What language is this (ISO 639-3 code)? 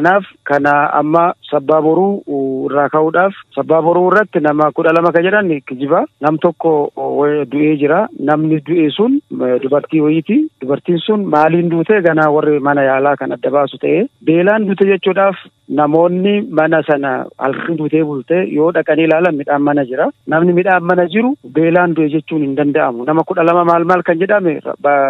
orm